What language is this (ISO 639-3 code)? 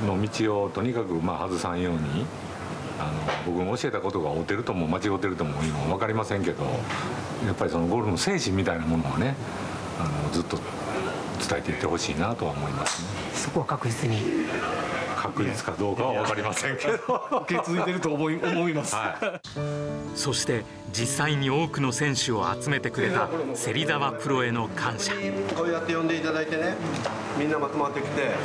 jpn